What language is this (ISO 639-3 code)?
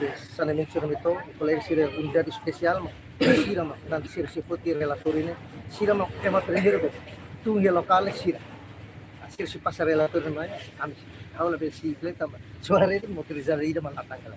tet